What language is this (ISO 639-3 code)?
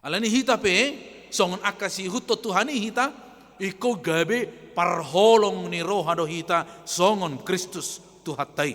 bbc